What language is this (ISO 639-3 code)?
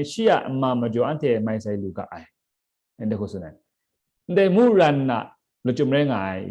kac